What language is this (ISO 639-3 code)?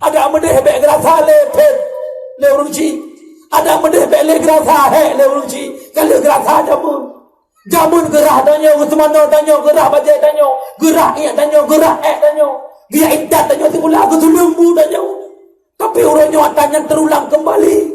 ace